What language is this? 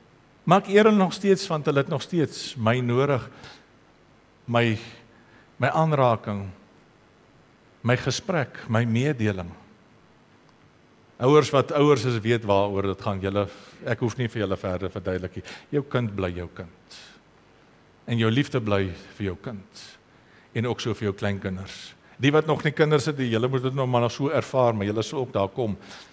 Afrikaans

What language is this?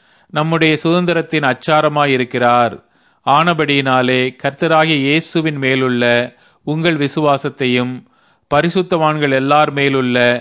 Tamil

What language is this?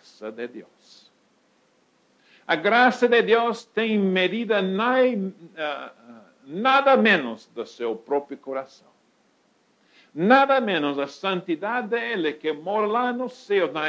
Portuguese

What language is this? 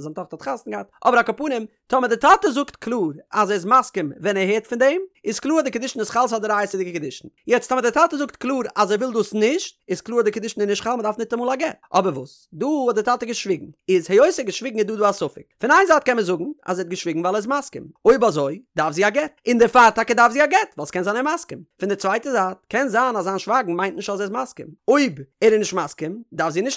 Yiddish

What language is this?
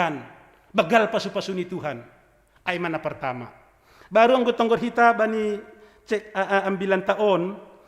Batak Simalungun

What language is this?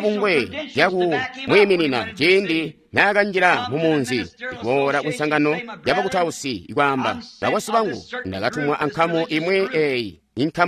Tonga (Zambia)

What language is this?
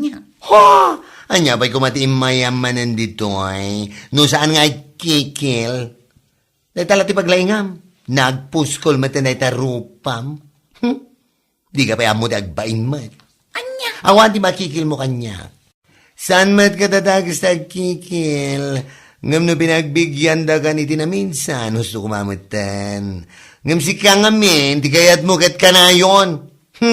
Iloko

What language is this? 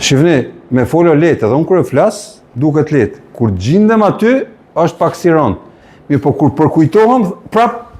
Albanian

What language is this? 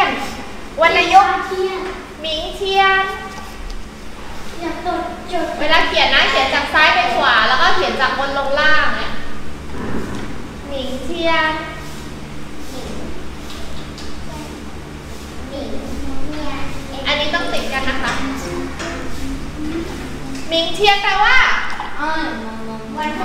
Thai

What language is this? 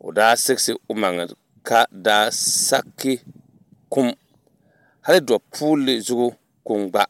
Dagbani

